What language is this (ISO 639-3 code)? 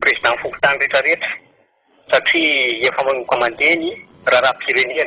mlg